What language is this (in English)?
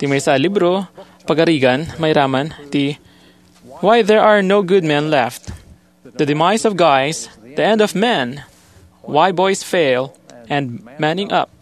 Iloko